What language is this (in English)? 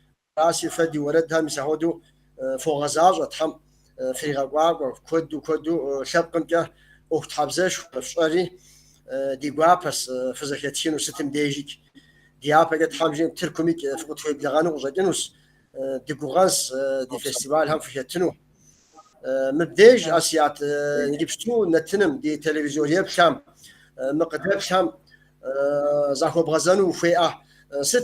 Kabardian